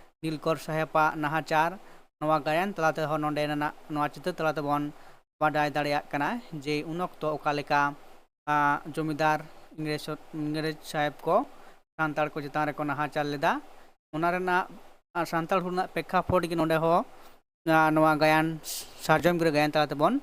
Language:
Santali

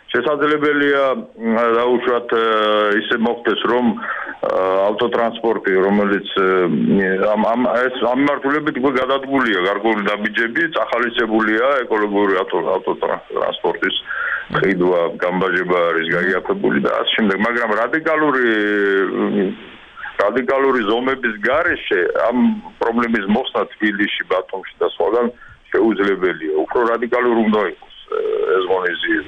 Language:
Georgian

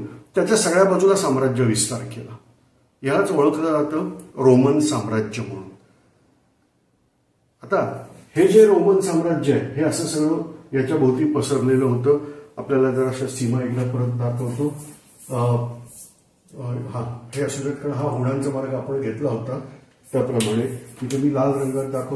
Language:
Marathi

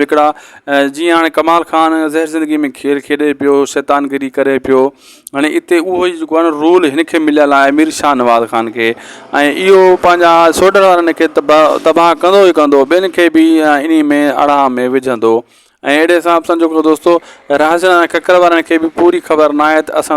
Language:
Sindhi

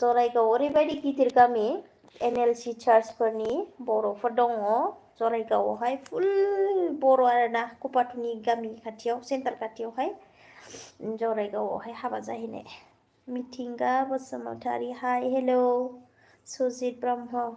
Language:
Bodo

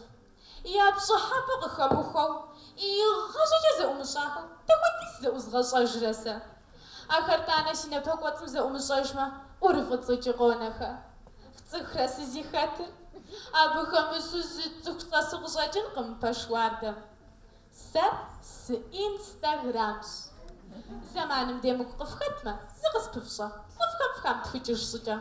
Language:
Kabardian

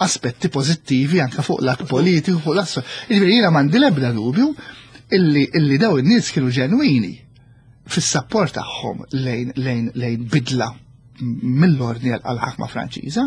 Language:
Maltese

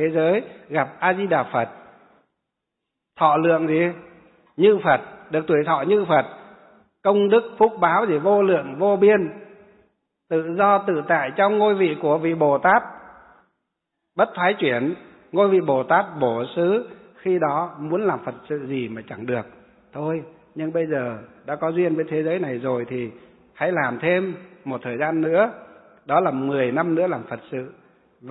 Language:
Vietnamese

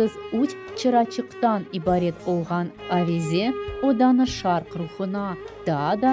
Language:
Crimean Tatar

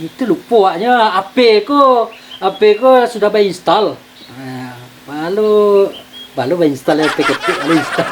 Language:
Minangkabau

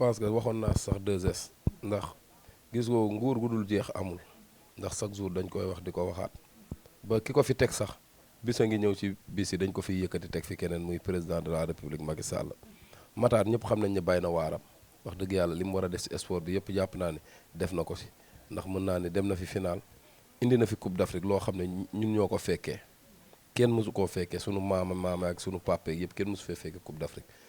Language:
Wolof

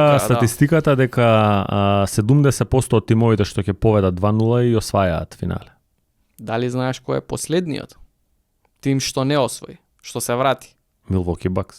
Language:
Macedonian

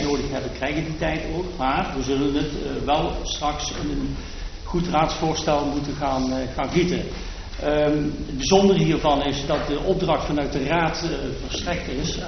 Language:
Dutch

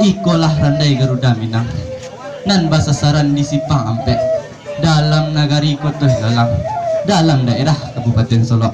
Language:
Minangkabau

